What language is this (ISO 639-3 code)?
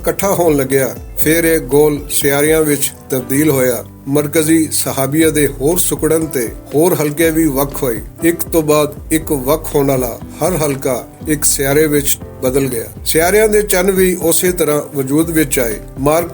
lah